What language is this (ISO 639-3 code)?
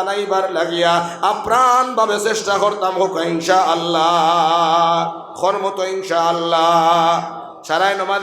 syl